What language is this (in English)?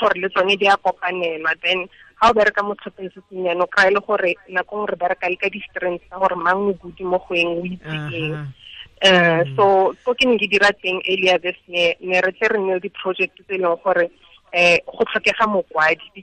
Tswana